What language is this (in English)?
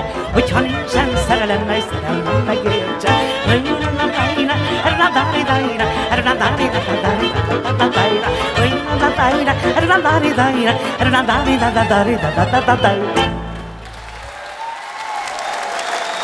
Hungarian